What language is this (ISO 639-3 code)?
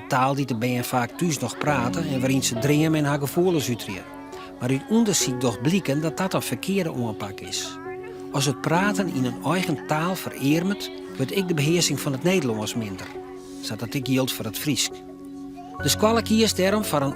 fry